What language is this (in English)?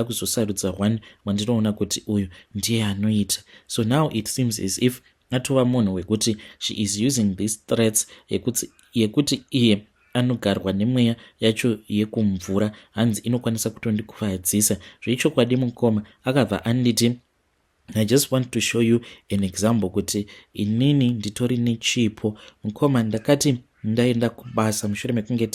Shona